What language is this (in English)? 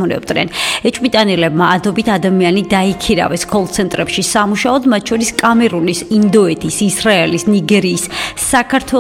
Georgian